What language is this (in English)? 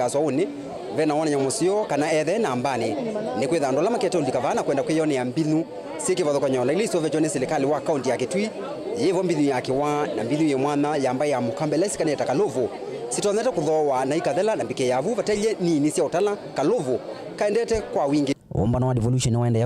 Kamba